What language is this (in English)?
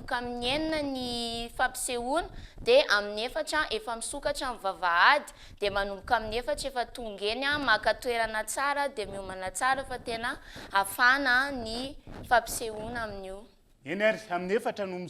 Malagasy